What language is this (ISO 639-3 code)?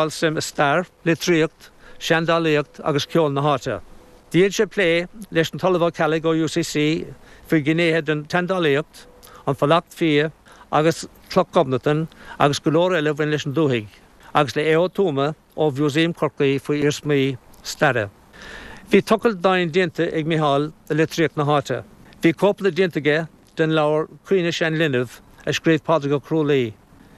gle